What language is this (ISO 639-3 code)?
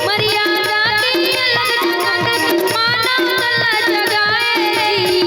hne